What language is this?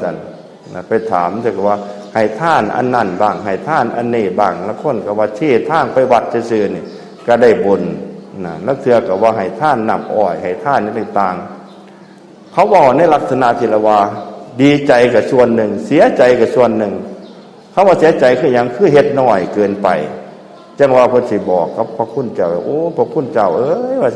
Northeastern Thai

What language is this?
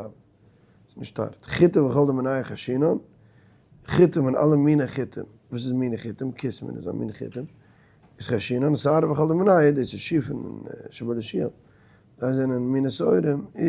Yiddish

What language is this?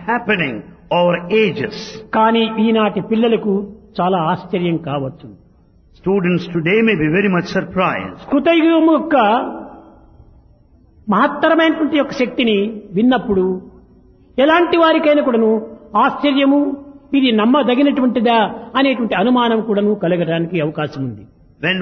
Telugu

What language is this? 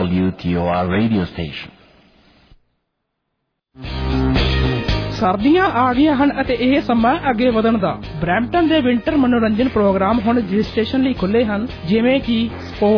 Punjabi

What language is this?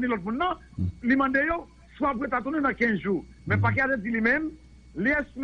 Haitian Creole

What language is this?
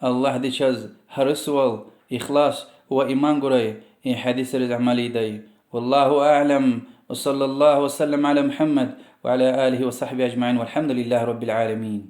Lezghian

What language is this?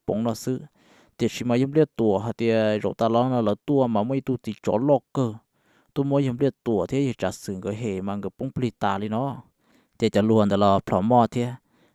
Hmong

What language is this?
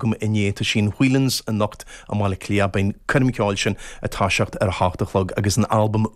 Irish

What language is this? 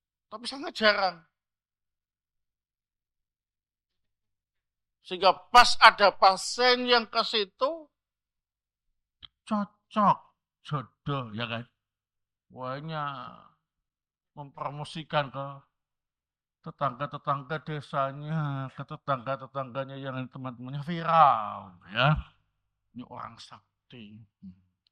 Indonesian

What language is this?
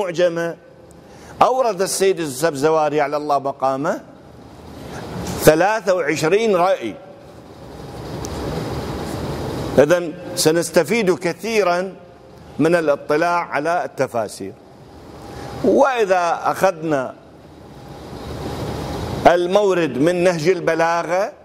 Arabic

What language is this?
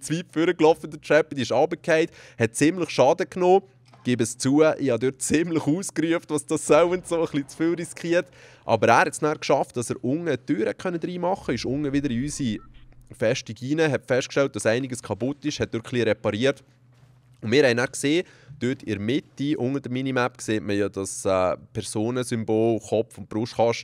Swiss German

